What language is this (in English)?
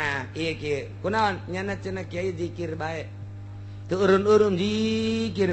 Sundanese